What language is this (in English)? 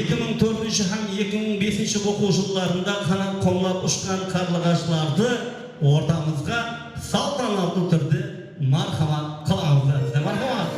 Kara-Kalpak